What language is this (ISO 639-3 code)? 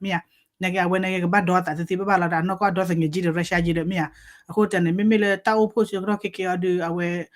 ksw